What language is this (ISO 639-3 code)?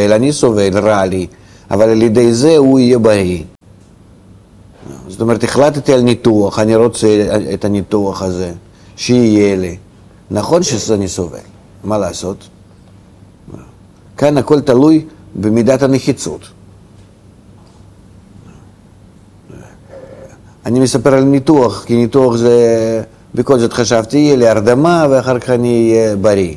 heb